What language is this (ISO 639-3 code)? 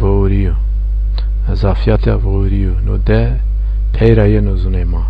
zza